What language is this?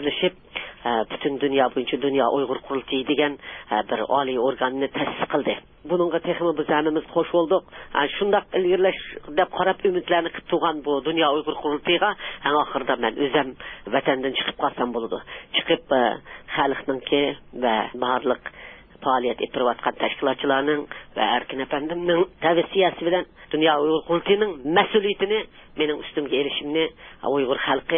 Uyghur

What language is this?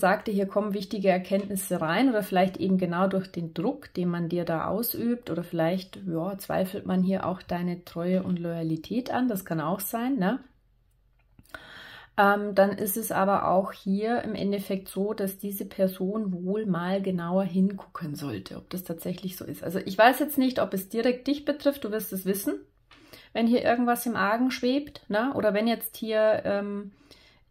German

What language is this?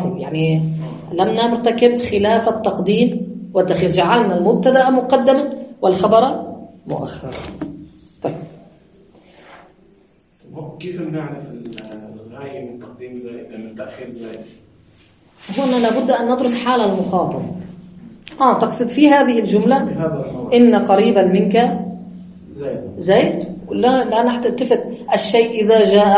Arabic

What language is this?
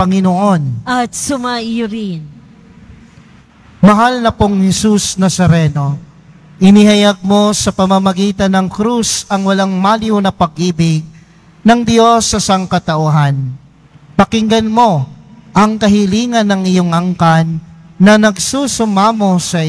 Filipino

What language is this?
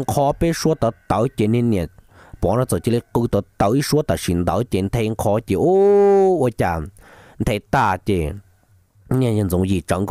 Vietnamese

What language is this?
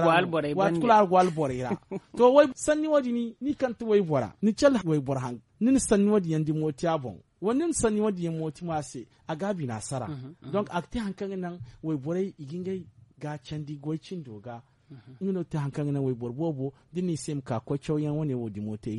Zarma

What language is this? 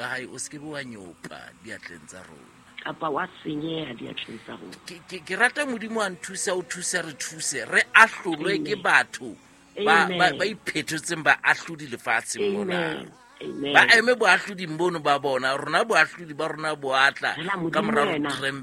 Southern Sotho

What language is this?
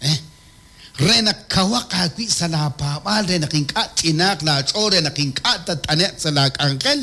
Kekchí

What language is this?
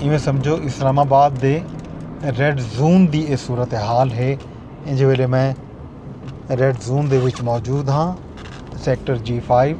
Saraiki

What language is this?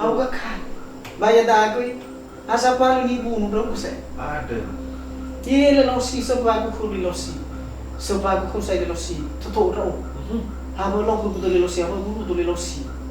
Nias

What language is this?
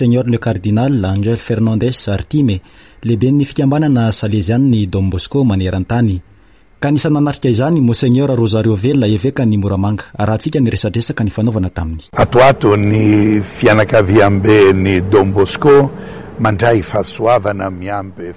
Malagasy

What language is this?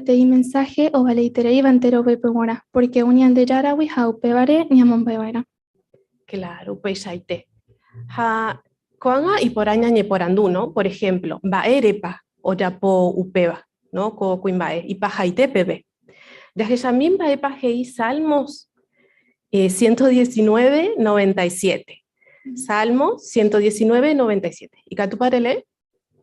Guarani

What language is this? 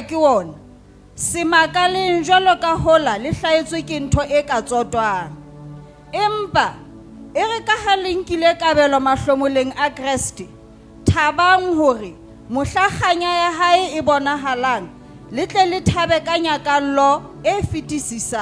Southern Sotho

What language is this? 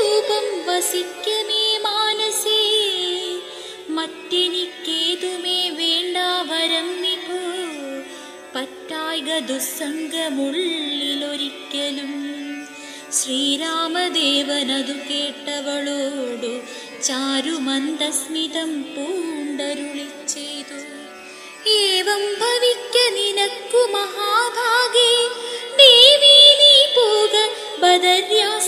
Malayalam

